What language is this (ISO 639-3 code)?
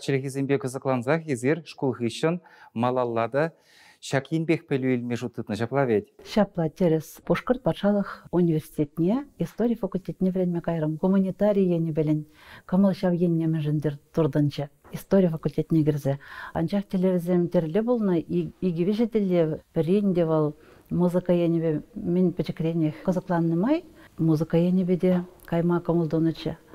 chv